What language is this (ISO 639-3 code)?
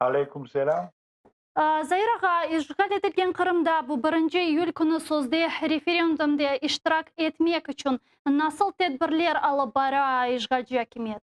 crh